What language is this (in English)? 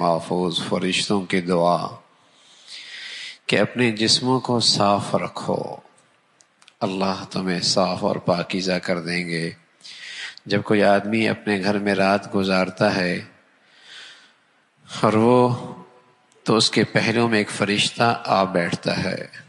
Urdu